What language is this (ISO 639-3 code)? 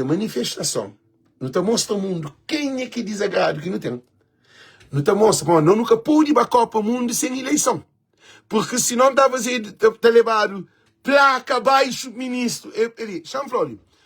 kea